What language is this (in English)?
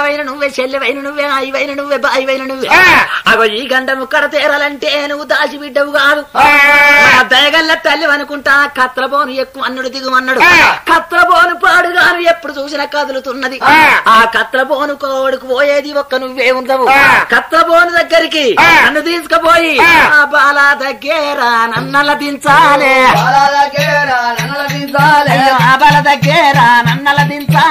Telugu